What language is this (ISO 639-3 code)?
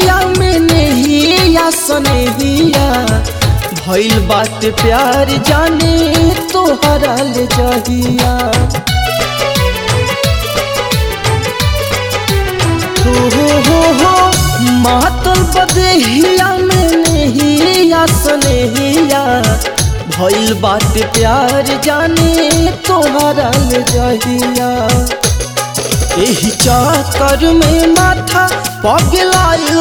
bho